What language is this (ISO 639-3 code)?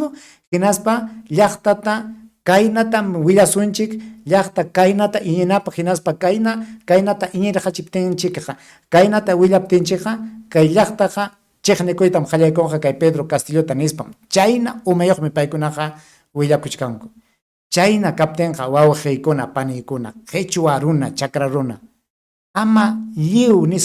quy